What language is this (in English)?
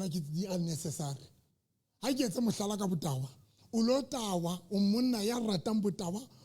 Southern Sotho